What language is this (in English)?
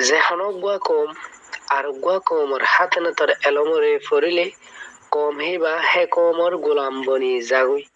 Rohingya